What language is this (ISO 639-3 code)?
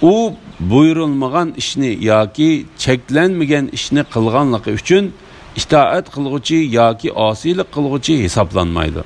uig